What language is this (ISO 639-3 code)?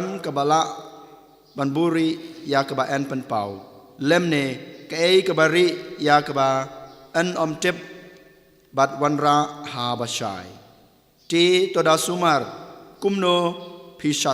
kha